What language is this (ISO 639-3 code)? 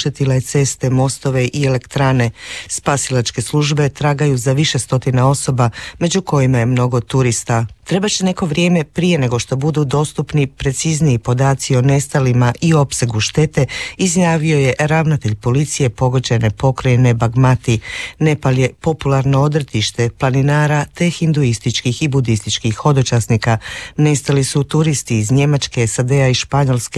hrv